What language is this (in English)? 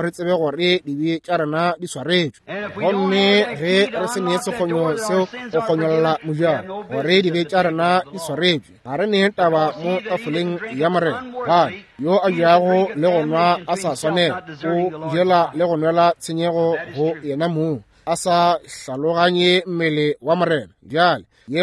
Northern Sotho